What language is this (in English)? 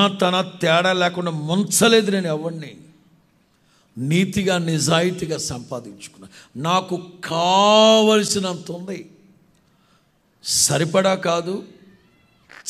Telugu